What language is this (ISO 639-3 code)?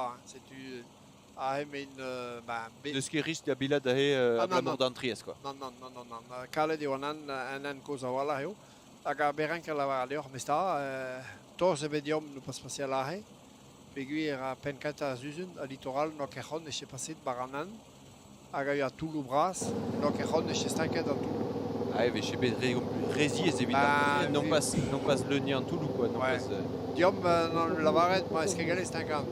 bre